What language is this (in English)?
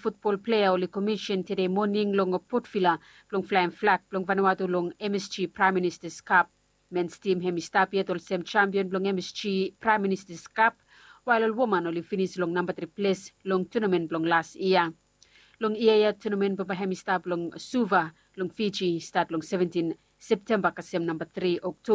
Bislama